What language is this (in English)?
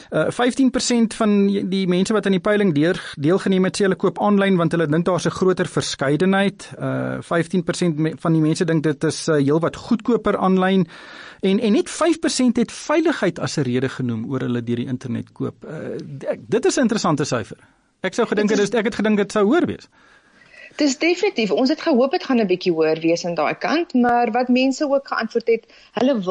Afrikaans